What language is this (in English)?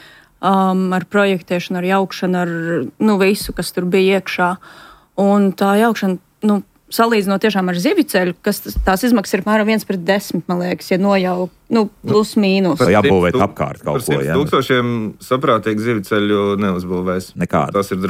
Latvian